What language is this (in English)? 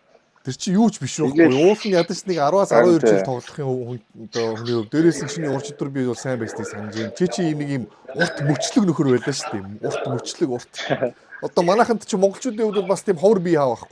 Mongolian